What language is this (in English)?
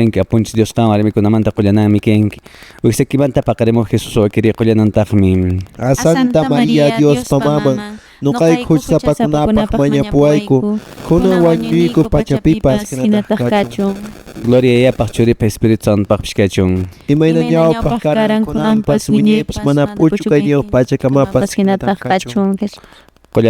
Quechua